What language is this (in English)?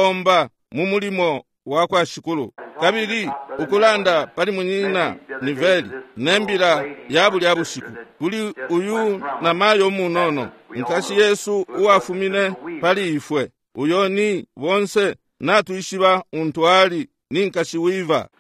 Bemba